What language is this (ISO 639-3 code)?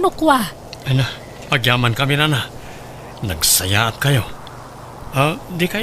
ilo